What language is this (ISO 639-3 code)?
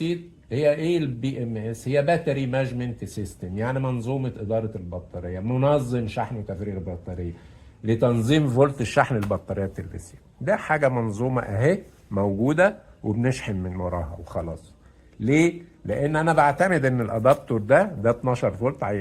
arz